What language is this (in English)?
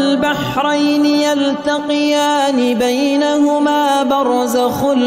Arabic